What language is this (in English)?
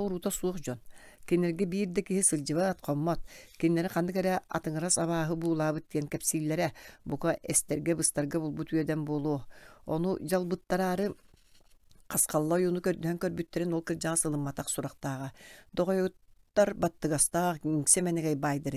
Yakut